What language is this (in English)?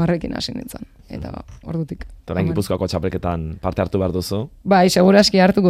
Basque